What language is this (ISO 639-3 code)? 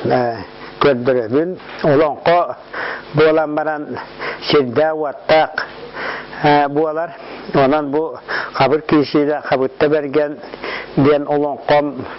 sah